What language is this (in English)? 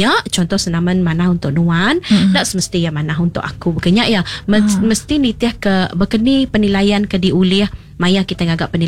Iban